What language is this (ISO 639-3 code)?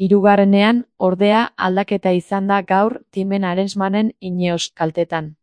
eus